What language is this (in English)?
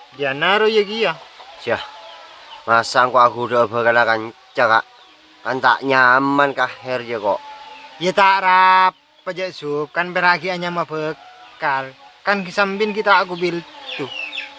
Madurese